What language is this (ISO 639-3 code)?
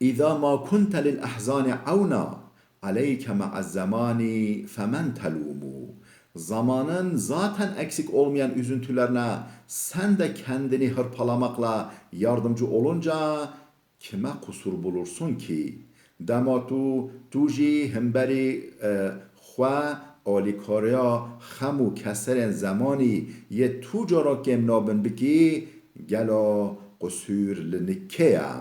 kur